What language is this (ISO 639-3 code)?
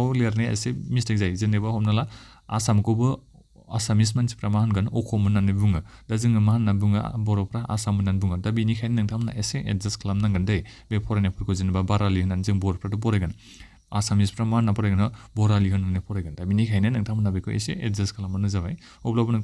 brx